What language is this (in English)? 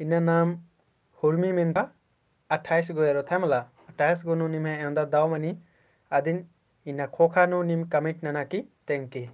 Kurukh